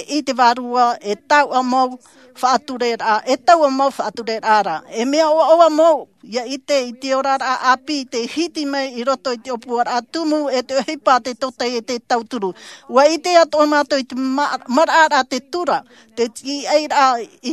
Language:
Tahitian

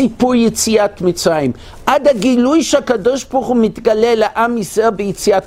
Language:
Hebrew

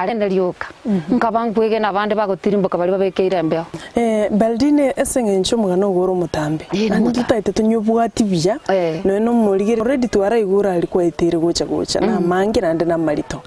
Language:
Gusii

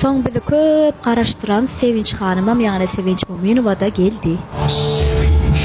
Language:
Turkmen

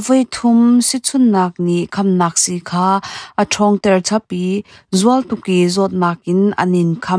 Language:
Hakha Chin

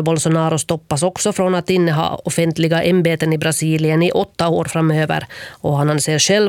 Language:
Swedish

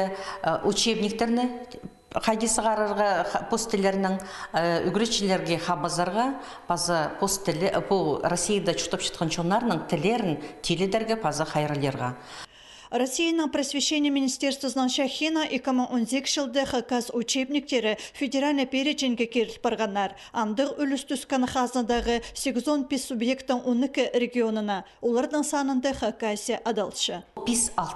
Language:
Khakas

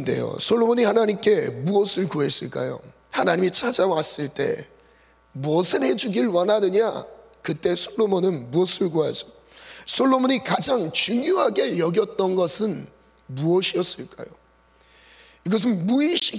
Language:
Korean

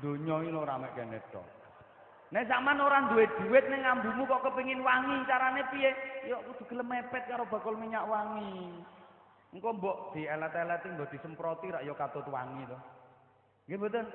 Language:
Javanese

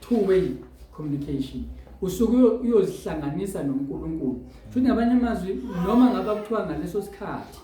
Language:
Zulu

